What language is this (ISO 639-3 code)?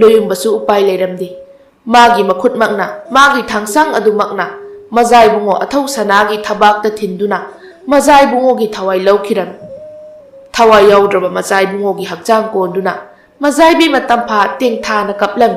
mni